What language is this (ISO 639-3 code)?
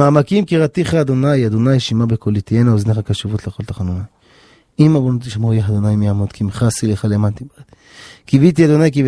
heb